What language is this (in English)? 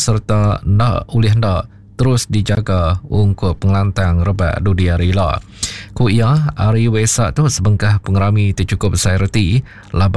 Iban